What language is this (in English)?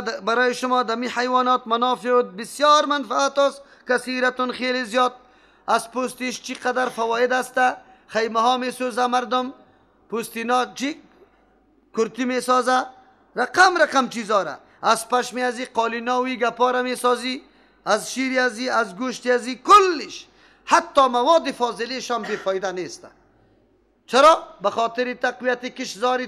Persian